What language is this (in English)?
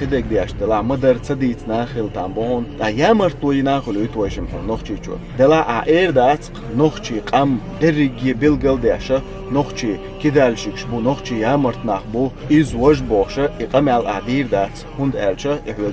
Chechen